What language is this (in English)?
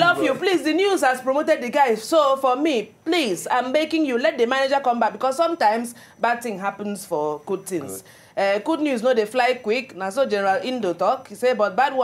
Nigerian Pidgin